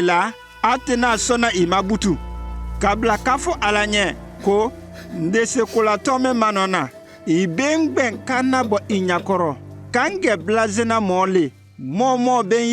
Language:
Konyanka Maninka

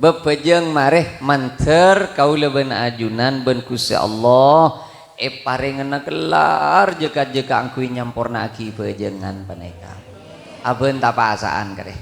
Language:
Madurese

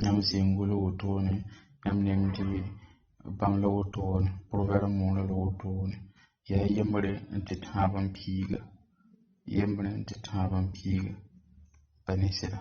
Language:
Mossi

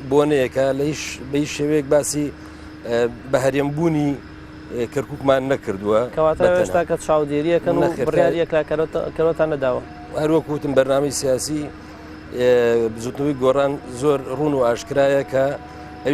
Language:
Central Kurdish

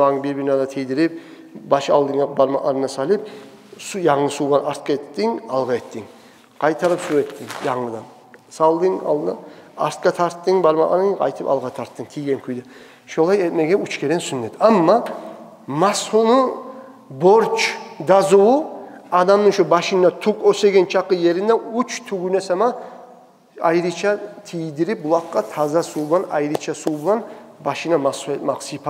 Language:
Kumyk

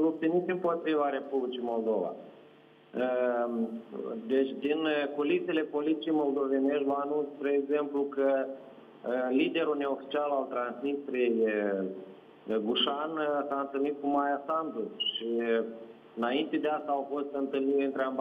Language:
Romanian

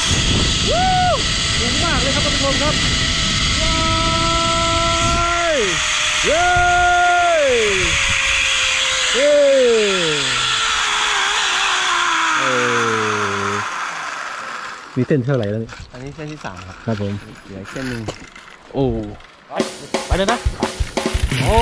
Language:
Thai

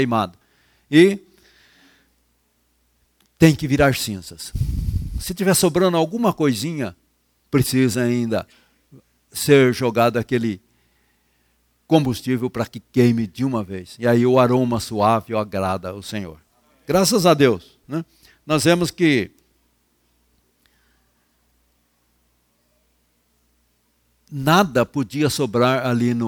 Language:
Portuguese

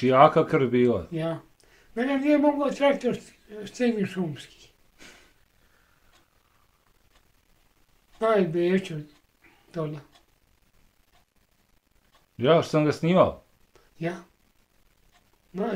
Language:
Bosnian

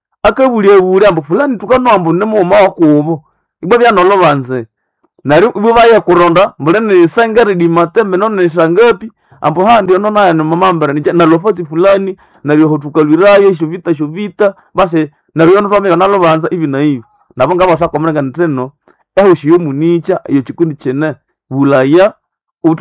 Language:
Nande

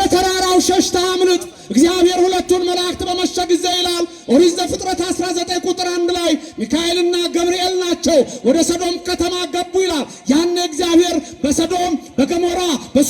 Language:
Amharic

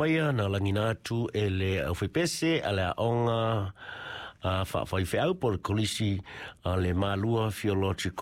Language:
Samoan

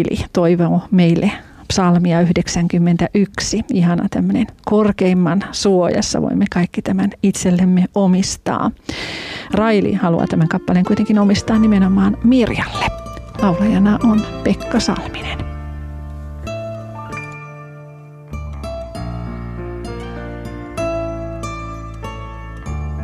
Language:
Finnish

